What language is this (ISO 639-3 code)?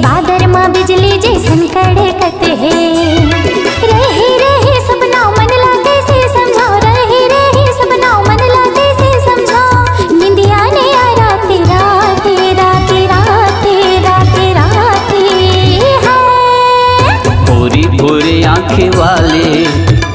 hne